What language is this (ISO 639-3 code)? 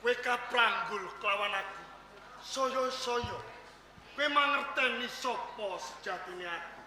jav